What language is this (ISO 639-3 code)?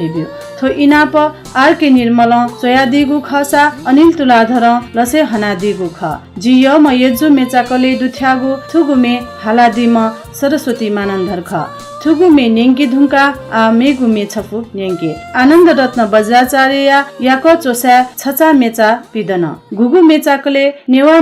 new